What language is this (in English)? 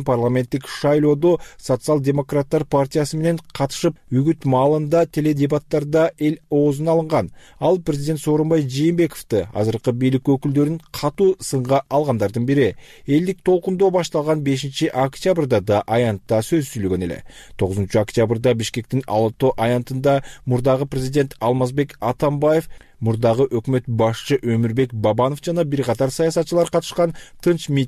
Kyrgyz